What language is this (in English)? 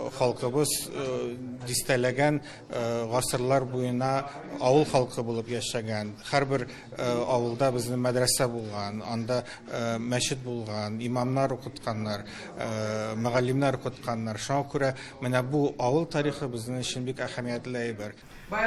Tatar